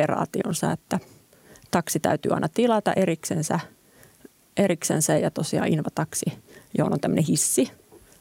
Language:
Finnish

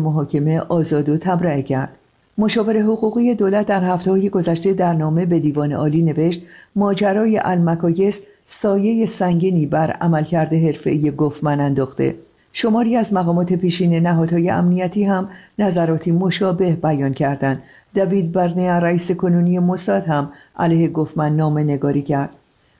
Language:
Persian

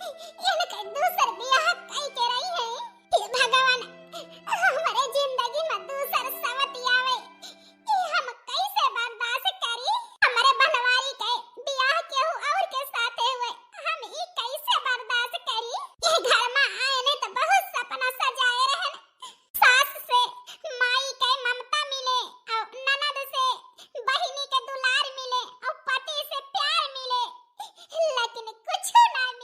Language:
Awadhi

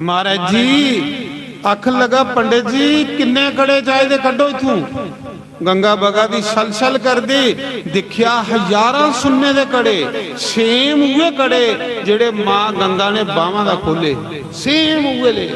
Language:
Dogri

